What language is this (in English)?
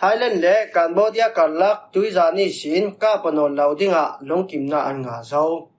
Falam Chin